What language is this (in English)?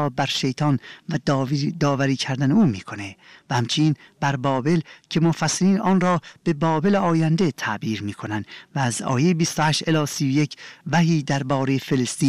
Persian